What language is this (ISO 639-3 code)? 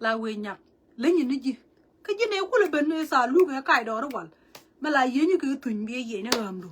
nus